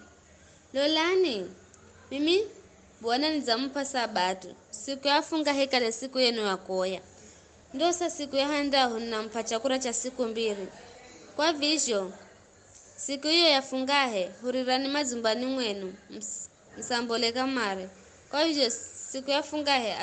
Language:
Giryama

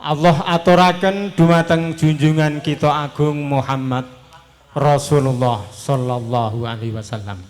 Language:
Javanese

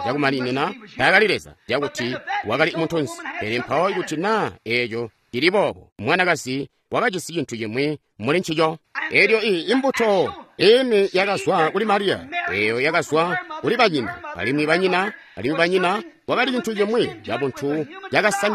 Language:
Tonga (Zambia)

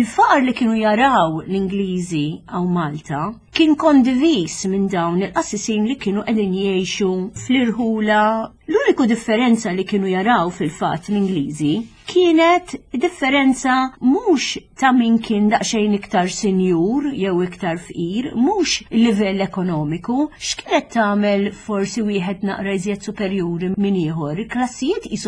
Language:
Maltese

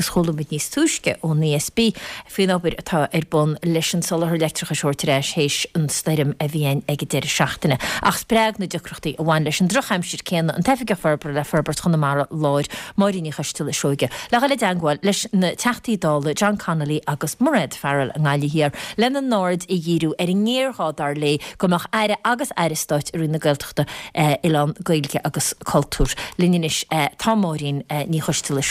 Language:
Irish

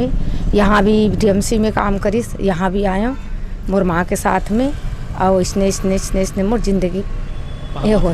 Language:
Chhattisgarhi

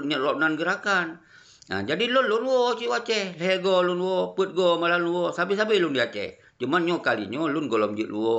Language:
Achinese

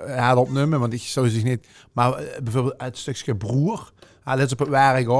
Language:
Limburgish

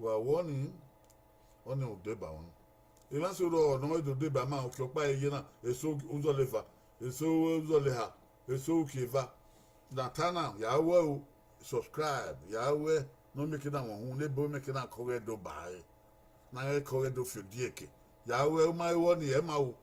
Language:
Bini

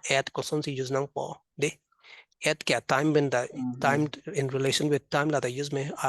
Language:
Karbi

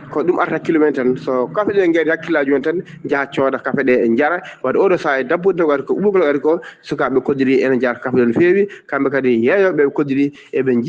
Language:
Fula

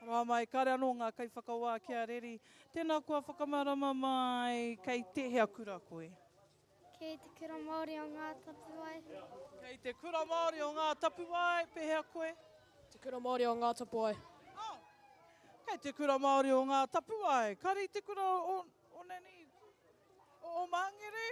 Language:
Māori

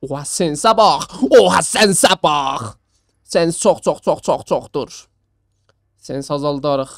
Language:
South Azerbaijani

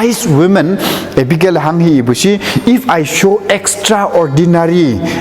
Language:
Konyak Naga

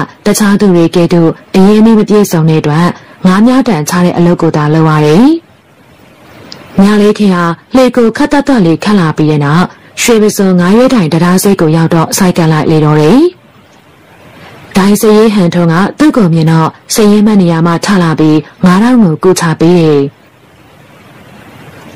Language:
Burmese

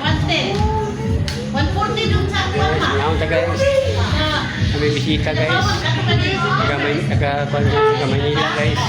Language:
Cebuano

